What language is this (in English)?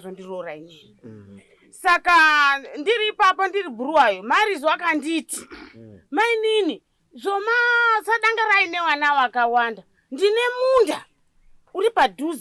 Shona